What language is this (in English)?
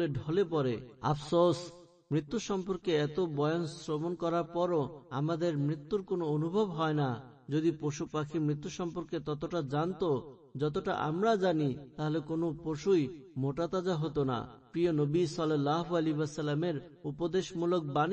Bangla